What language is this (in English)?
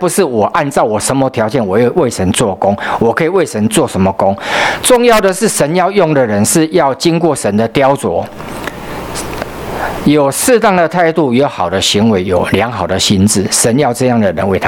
Chinese